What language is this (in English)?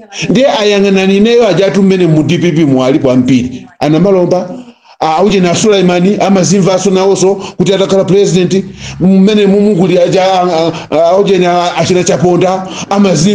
Nyanja